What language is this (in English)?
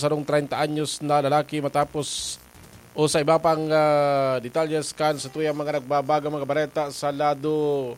Bikol